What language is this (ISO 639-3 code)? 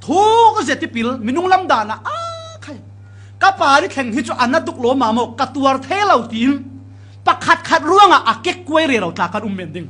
cfm